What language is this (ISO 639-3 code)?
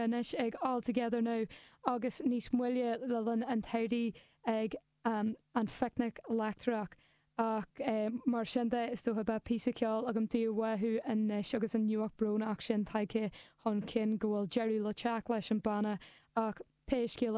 gle